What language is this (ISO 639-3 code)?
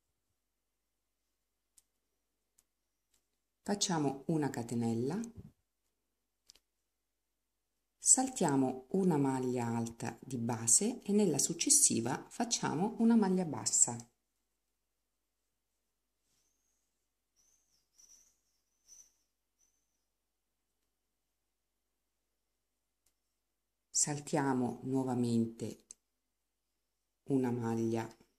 ita